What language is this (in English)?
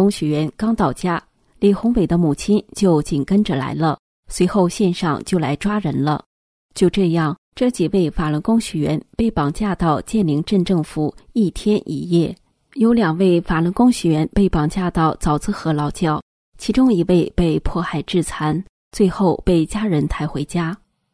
Chinese